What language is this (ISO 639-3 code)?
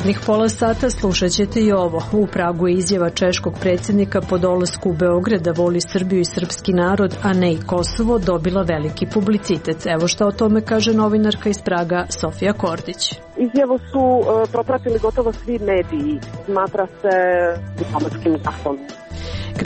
srp